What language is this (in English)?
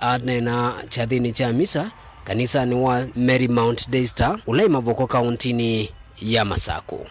Kamba